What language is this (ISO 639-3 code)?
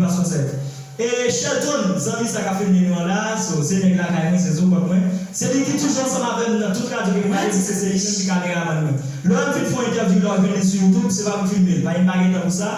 hat